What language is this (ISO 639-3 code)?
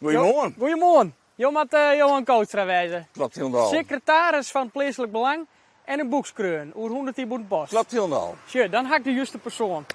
fry